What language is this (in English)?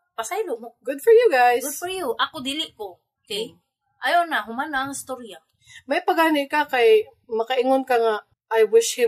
Cebuano